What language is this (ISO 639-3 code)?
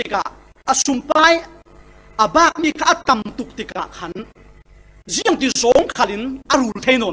cfm